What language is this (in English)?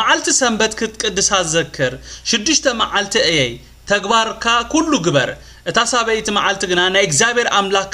Tigrinya